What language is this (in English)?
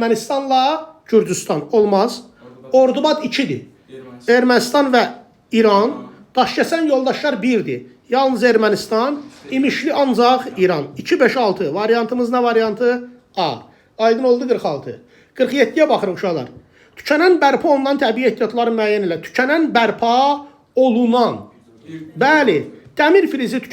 Azerbaijani